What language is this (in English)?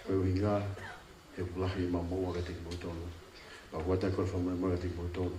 Tongan